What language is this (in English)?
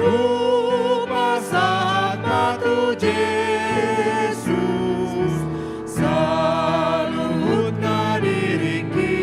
Batak Toba